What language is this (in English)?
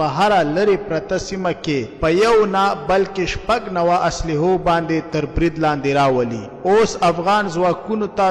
Pashto